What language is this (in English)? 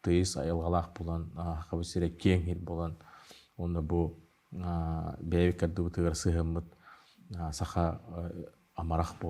Yakut